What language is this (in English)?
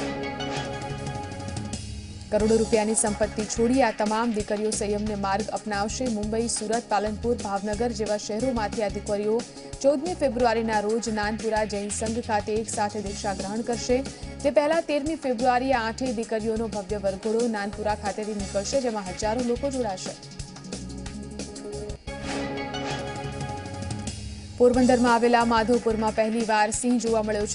Gujarati